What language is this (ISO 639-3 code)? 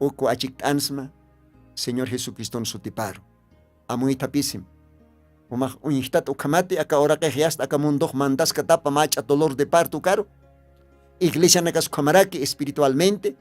aym